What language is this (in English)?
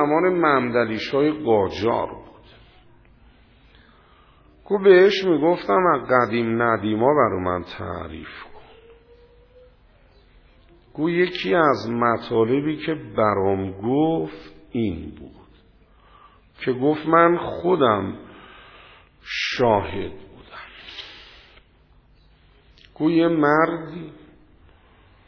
Persian